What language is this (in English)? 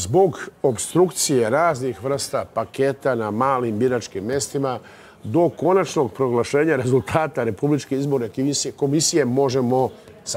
Serbian